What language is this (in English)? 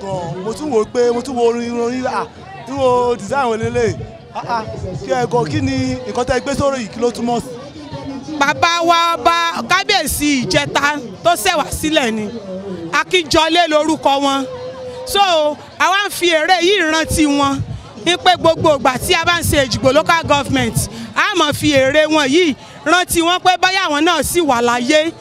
Yoruba